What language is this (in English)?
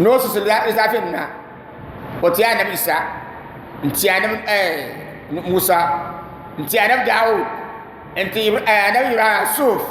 Dagbani